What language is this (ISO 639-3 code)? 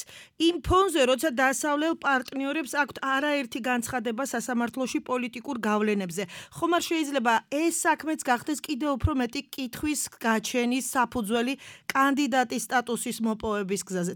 kat